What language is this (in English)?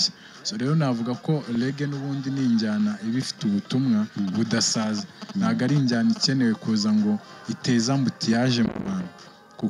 Kinyarwanda